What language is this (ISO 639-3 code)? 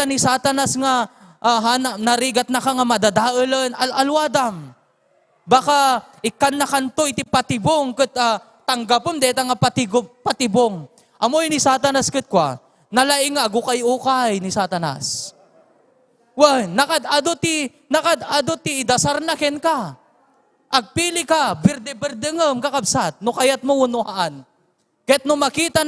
ilo